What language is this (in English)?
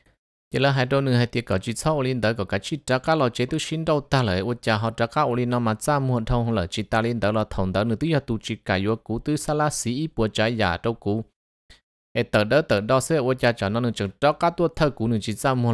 Vietnamese